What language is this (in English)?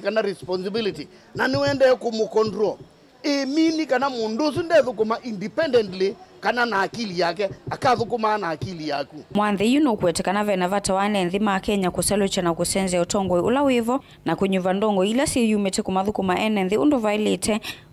Kamba